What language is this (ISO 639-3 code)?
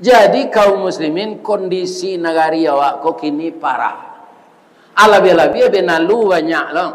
min